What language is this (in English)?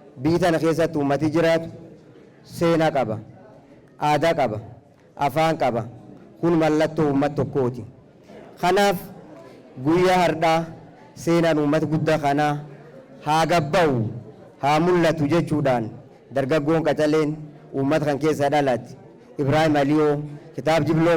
Oromo